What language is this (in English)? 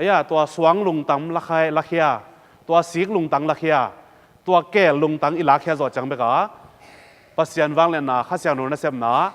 Tedim Chin